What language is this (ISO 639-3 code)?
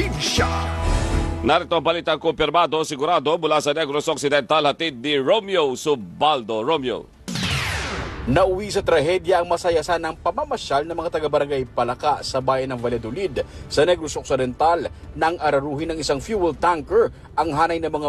fil